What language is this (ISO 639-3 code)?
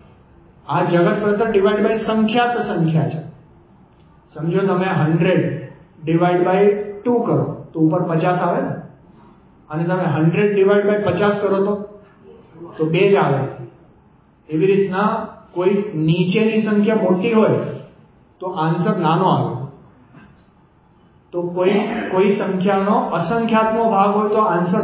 guj